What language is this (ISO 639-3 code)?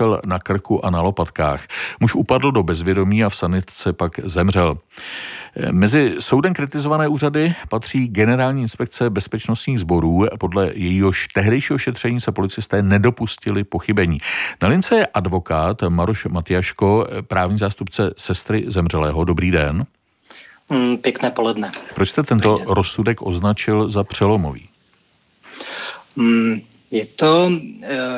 ces